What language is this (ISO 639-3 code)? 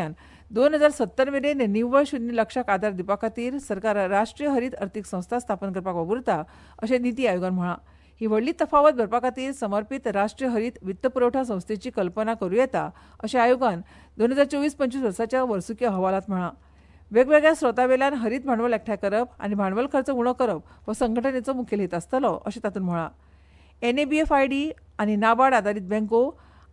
kok